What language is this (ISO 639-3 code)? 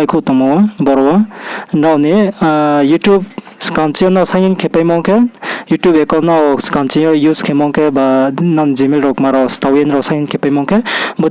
ria